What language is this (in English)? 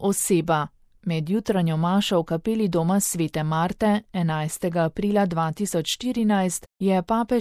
Slovenian